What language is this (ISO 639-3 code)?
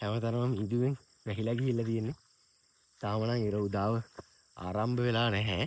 sin